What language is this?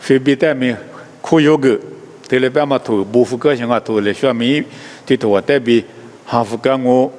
Lisu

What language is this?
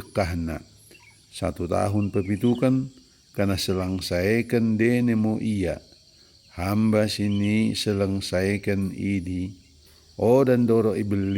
Batak Dairi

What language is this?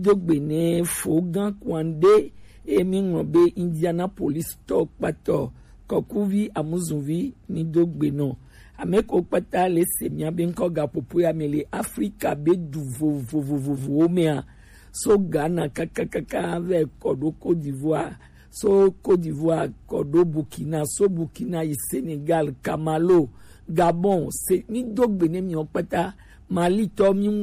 Gen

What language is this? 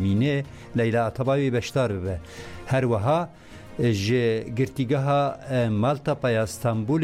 Kurdish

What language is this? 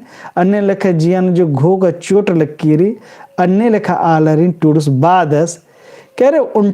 Kurukh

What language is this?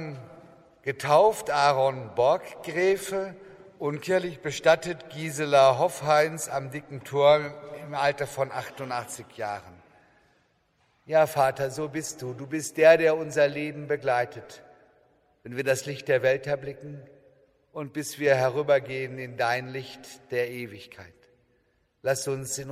German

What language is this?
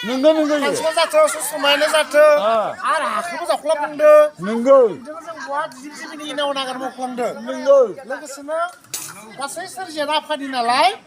Bodo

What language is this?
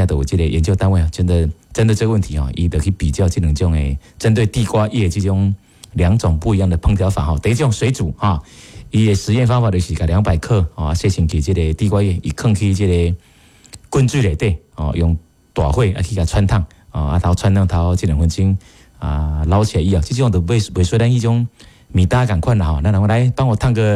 Min Nan Chinese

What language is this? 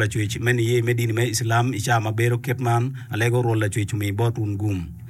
Acoli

